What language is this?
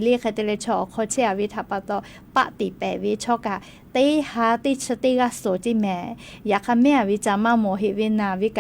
Lahu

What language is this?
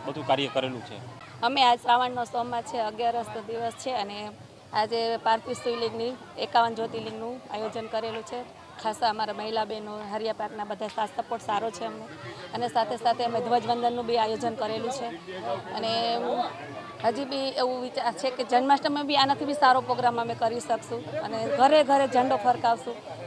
Gujarati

